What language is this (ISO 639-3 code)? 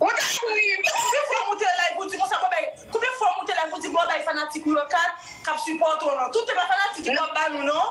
hat